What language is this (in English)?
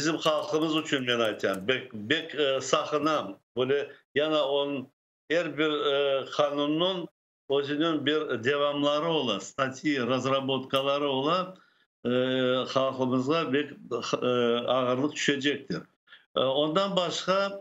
Crimean Tatar